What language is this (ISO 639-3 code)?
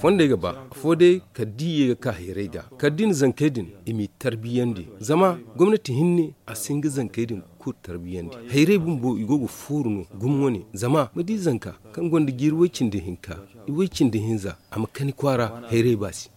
dje